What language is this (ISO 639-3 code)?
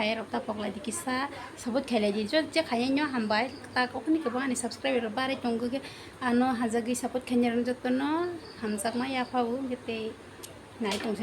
trp